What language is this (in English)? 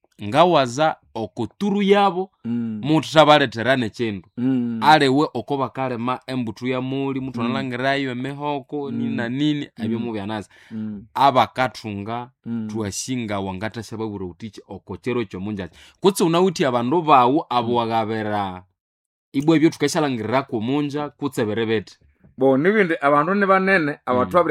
Nande